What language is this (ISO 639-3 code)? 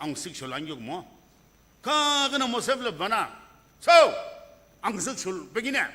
nsm